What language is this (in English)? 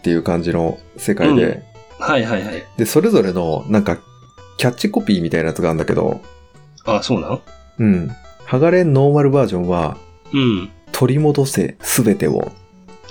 Japanese